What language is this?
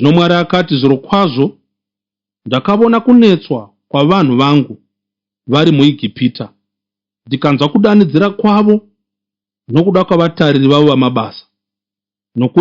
Shona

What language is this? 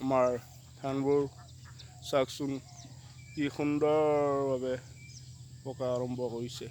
Assamese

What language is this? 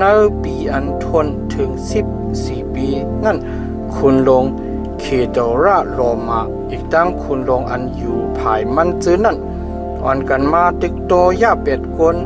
Shan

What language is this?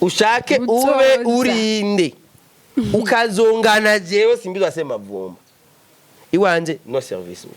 Rundi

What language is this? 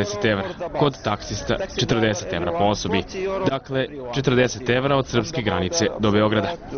Serbian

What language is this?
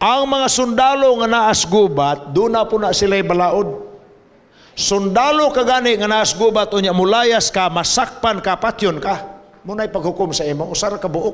Cebuano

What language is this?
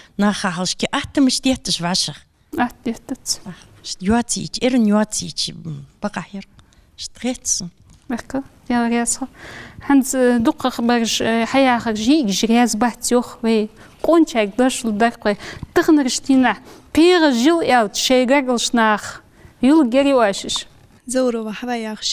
Ingush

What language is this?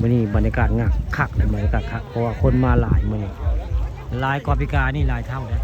Northeastern Thai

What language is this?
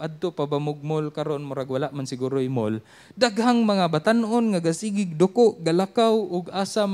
Cebuano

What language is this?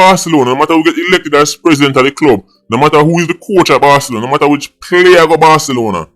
Jamaican Creole English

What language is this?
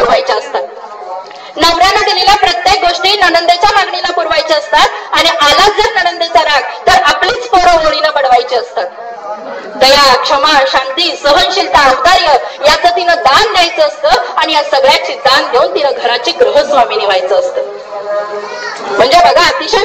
Marathi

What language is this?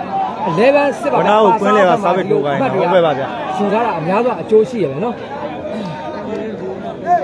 Burmese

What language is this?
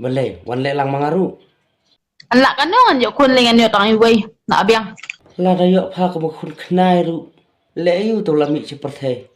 Khasi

